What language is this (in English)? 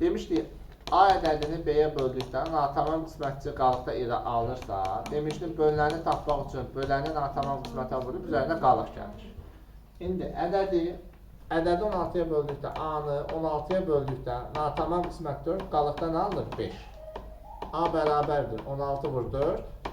Azerbaijani